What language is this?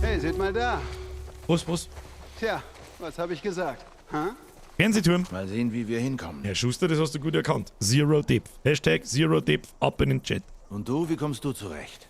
Bavarian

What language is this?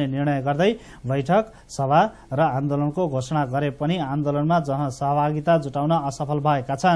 Nepali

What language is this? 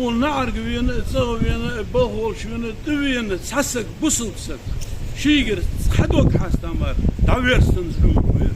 Ingush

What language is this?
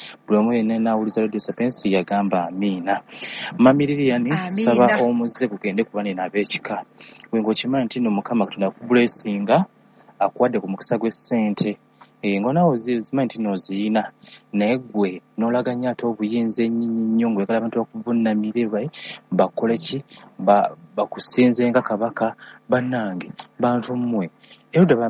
Ganda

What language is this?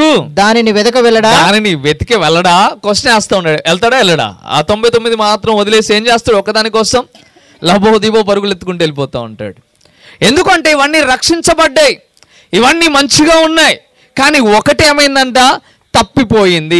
Telugu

